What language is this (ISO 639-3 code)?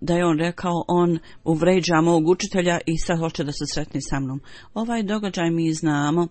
bos